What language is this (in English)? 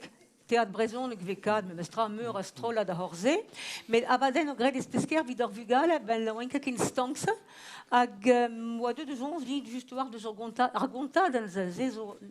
Breton